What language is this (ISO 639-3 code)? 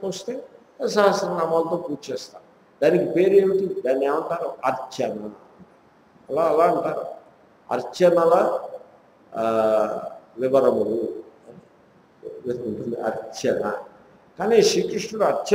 tel